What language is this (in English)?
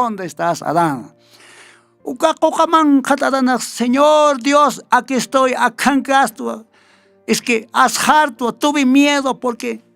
Aymara